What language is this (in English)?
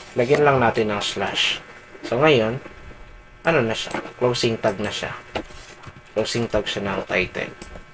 Filipino